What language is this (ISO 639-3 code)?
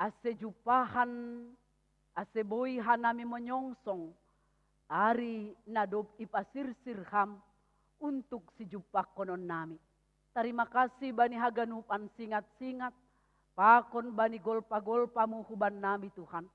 bts